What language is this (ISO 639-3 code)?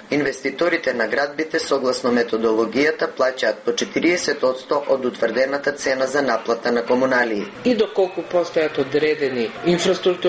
mkd